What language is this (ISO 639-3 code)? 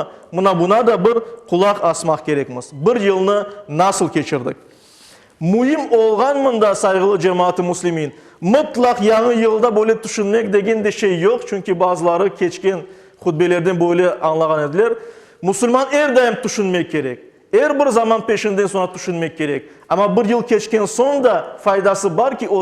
crh